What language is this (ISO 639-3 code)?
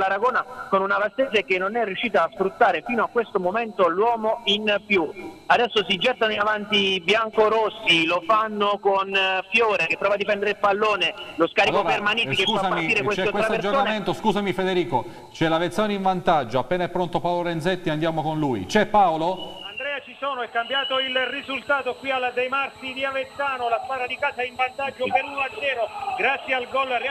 ita